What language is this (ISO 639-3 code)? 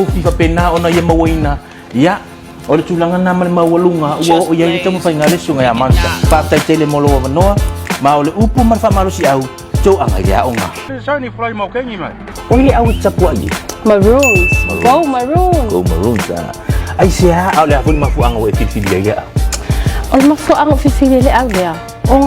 smo